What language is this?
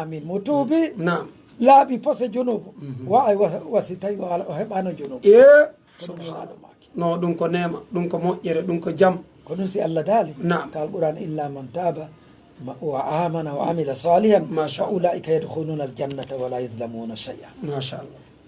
Pular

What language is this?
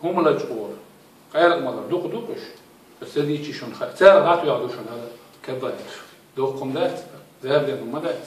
Chechen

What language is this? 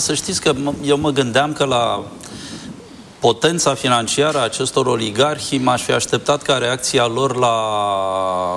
Romanian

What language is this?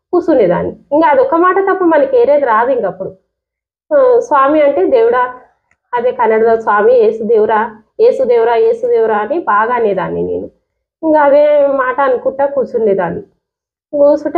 Telugu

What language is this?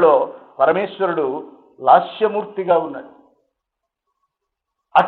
Telugu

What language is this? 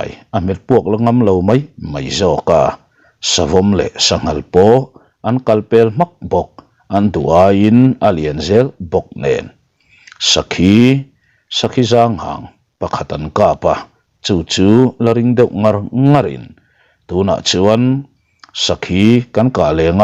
Mizo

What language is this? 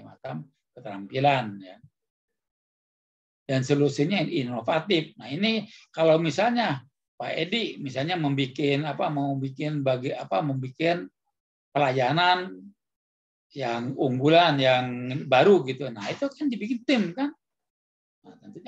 Indonesian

